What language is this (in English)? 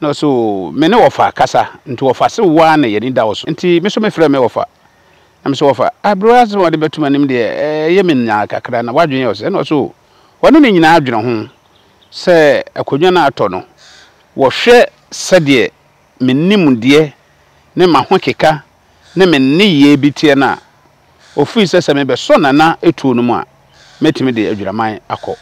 Akan